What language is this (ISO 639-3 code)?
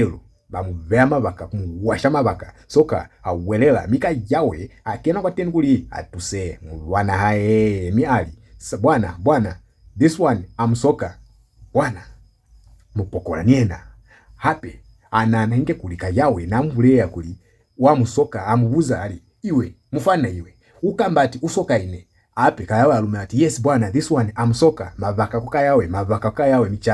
loz